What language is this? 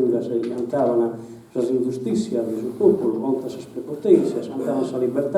Sardinian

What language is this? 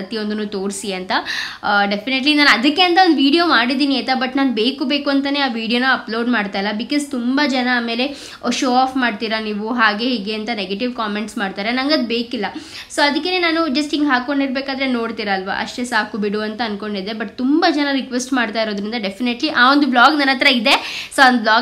Kannada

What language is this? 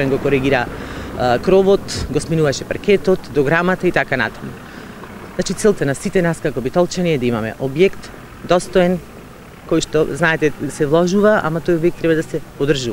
Macedonian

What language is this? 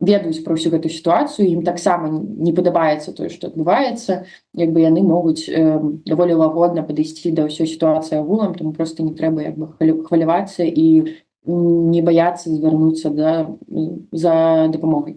Belarusian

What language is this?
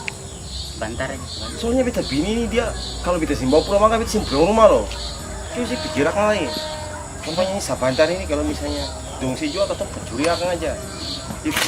Ambonese Malay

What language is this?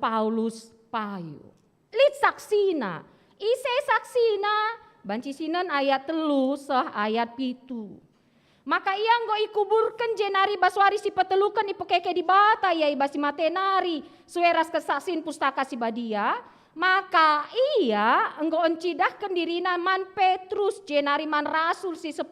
Batak Karo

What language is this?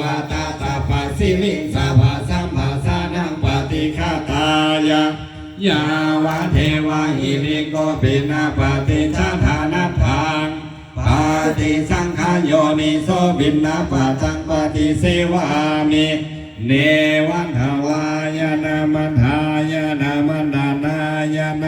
Pali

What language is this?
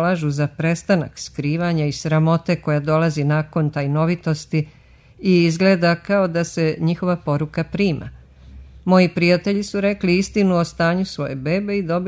Serbian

